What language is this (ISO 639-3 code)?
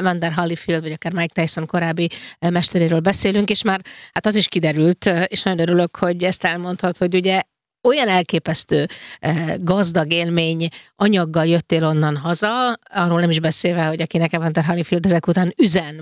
hun